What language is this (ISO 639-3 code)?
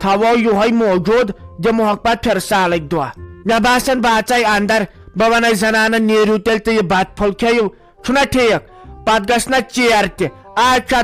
kas